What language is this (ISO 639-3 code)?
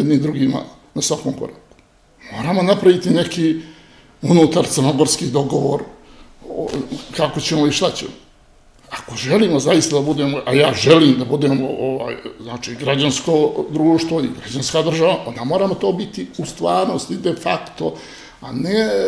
srp